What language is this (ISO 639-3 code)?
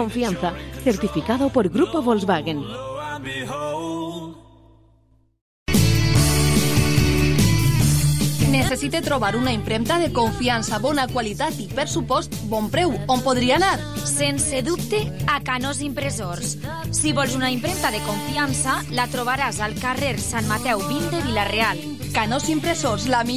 cat